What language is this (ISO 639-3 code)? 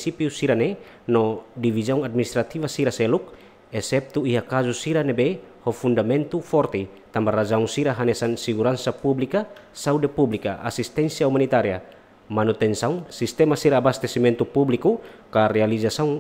tet